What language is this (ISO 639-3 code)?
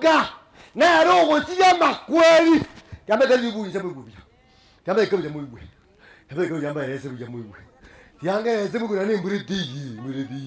guz